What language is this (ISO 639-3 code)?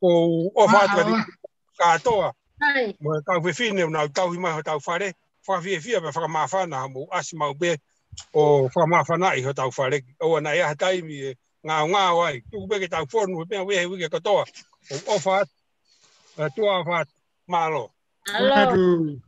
ton